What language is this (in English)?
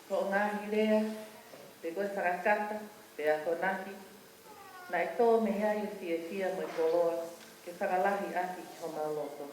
Tongan